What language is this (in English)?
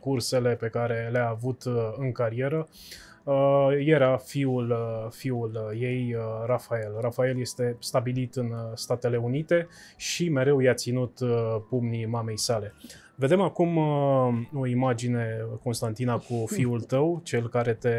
Romanian